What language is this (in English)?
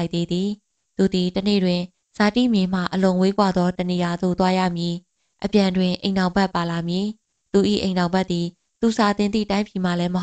Burmese